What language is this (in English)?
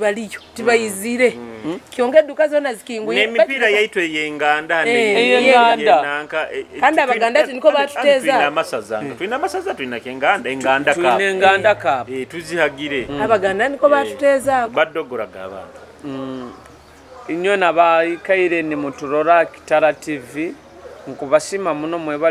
Nyoro